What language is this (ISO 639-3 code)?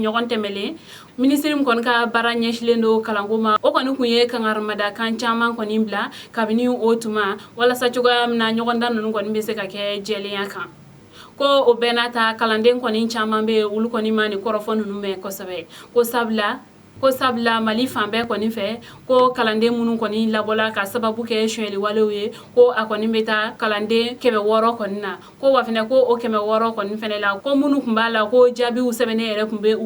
bam